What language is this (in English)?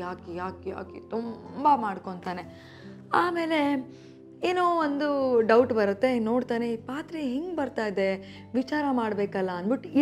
Kannada